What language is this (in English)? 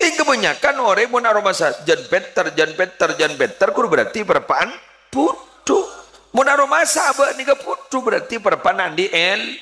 Madurese